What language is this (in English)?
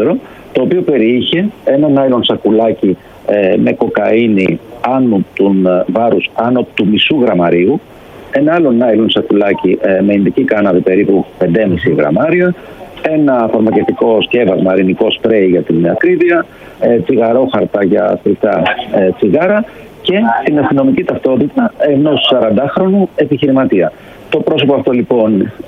Greek